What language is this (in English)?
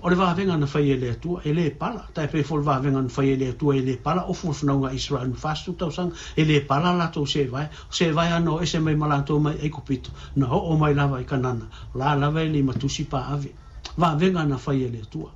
Samoan